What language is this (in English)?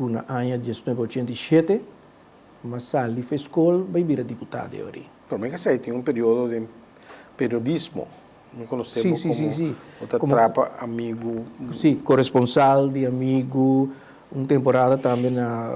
Papiamento